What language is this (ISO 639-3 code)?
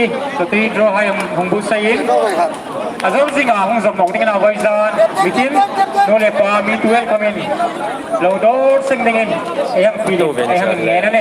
hmr